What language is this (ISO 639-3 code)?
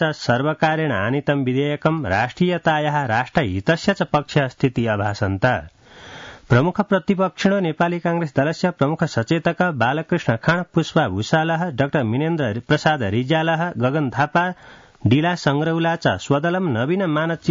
san